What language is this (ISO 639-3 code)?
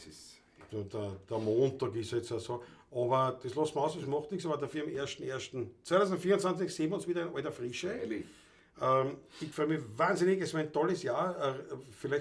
bar